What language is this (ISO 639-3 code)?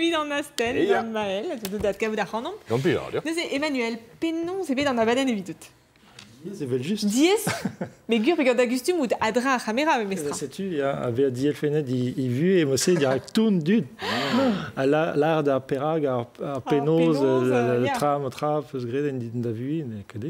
bre